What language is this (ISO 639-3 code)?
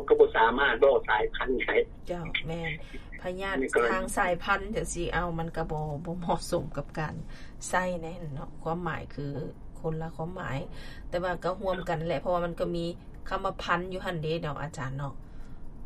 lao